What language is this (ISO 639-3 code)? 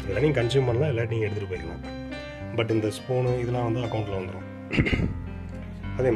tam